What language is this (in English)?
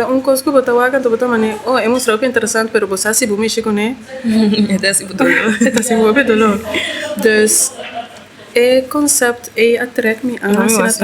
Papiamento